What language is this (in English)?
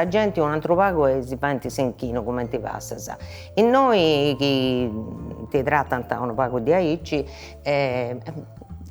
Sardinian